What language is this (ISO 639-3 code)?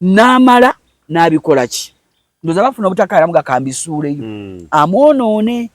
lug